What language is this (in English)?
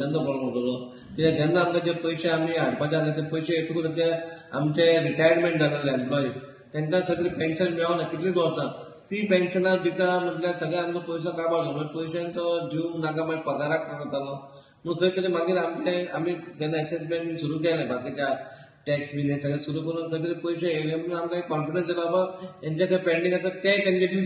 Konkani